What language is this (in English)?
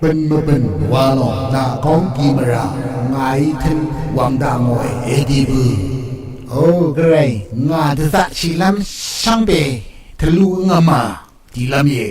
Rawang